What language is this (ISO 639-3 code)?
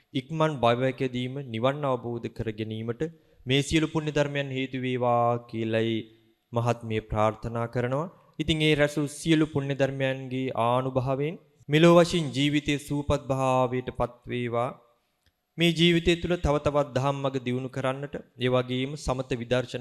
sin